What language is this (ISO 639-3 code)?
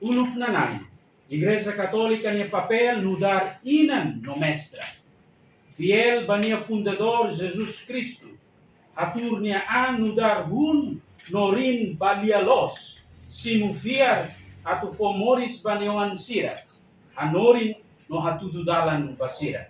tet